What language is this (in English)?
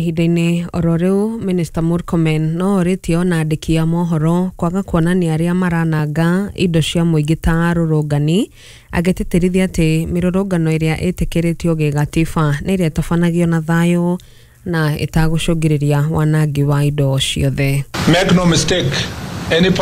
Kikuyu